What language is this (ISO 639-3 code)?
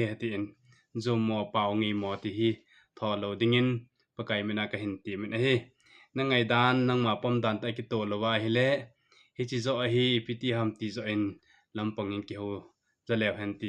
tcz